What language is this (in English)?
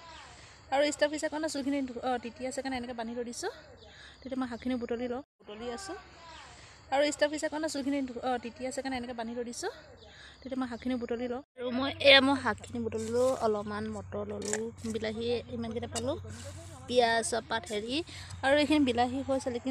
Assamese